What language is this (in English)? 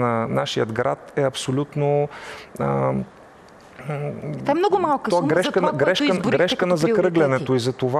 Bulgarian